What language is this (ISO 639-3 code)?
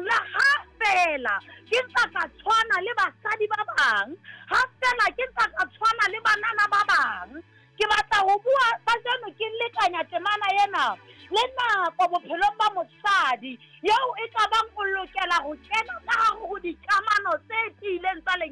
sot